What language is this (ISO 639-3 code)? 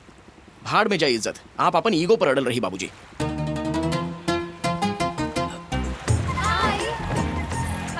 bho